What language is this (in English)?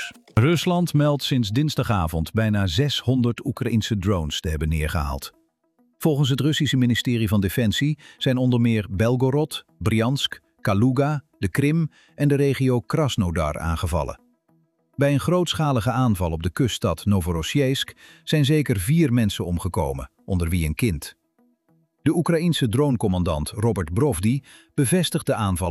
Dutch